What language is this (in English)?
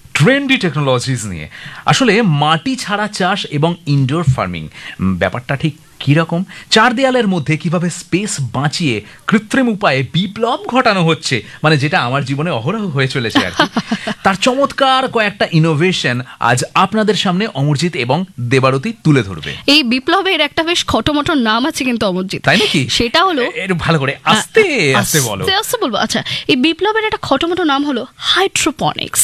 Bangla